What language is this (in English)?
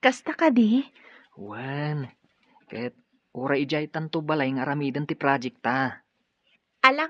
Iloko